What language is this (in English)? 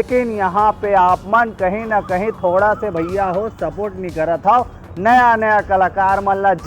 Chhattisgarhi